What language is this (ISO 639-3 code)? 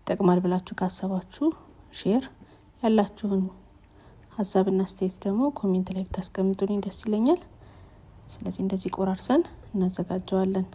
amh